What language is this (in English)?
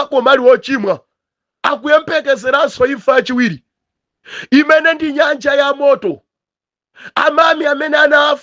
Nyanja